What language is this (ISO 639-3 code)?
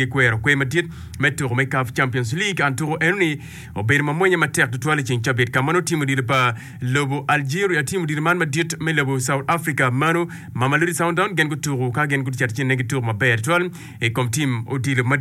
ach